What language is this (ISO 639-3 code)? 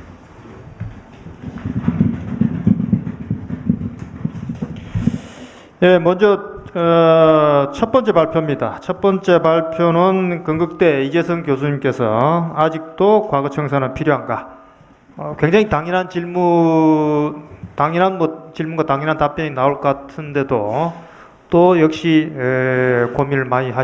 kor